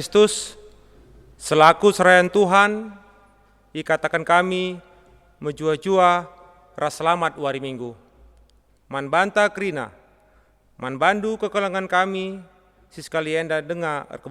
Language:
Batak Karo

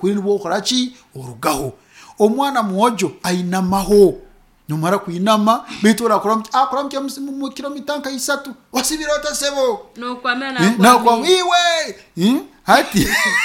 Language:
Nyoro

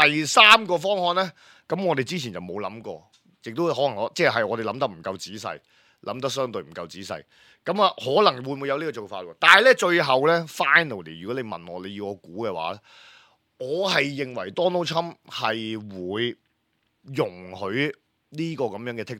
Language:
Cantonese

